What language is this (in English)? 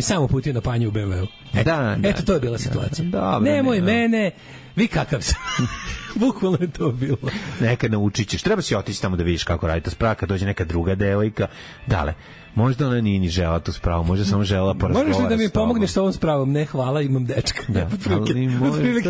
Serbian